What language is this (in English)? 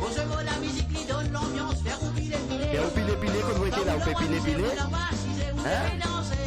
Morisyen